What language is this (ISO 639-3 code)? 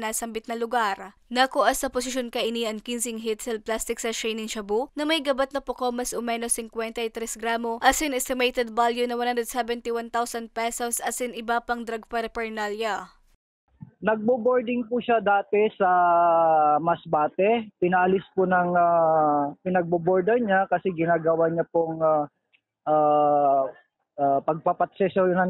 bik